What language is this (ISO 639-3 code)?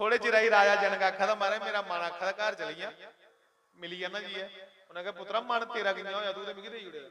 doi